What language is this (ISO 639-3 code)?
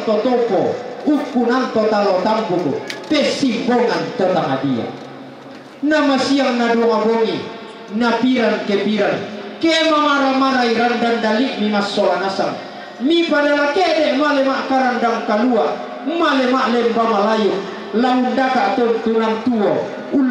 sda